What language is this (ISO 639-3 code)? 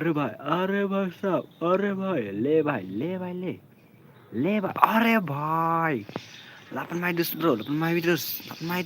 kha